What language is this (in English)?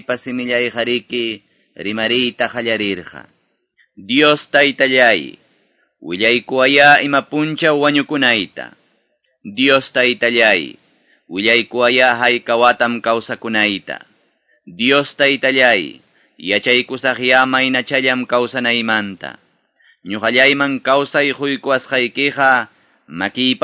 Quechua